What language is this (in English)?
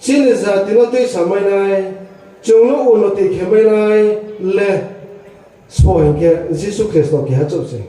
Riang (India)